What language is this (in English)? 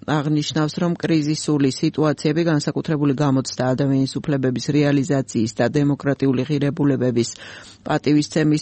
Georgian